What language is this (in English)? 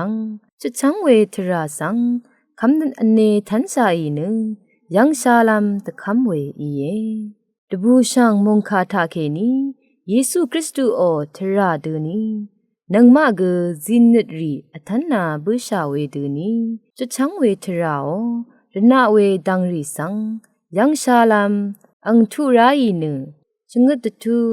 Rawang